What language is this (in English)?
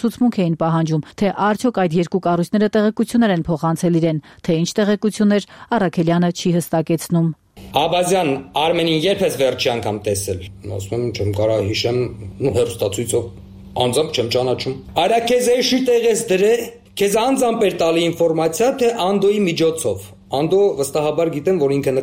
Armenian